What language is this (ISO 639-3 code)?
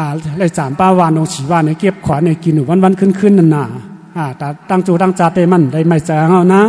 shn